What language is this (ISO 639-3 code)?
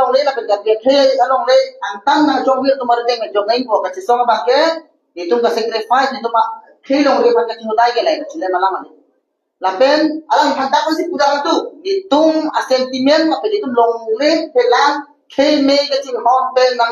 mjw